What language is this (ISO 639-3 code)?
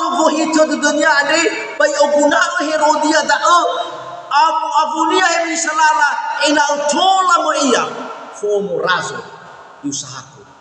nia